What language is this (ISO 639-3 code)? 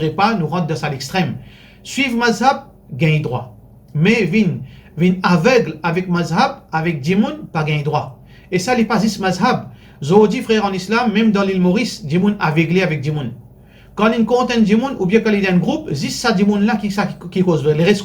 mfe